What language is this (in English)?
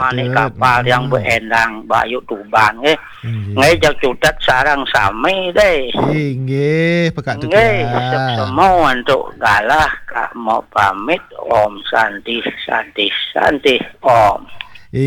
Balinese